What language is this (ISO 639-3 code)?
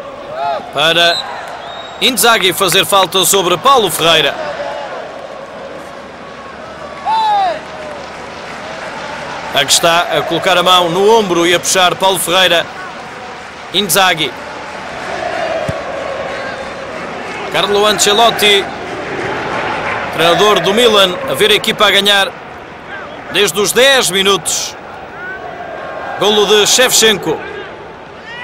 por